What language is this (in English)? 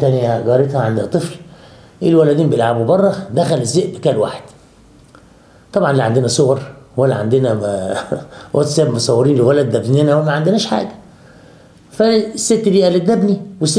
Egyptian Arabic